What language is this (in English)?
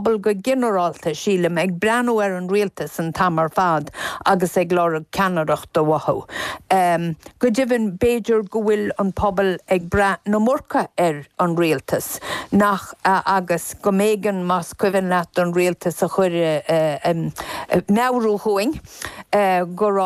Irish